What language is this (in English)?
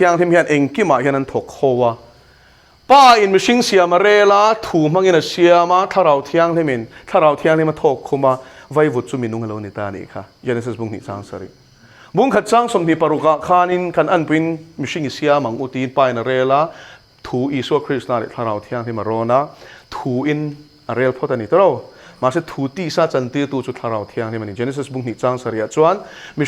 Mizo